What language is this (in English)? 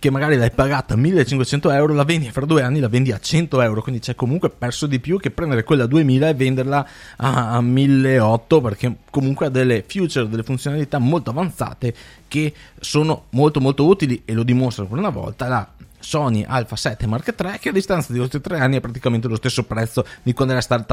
Italian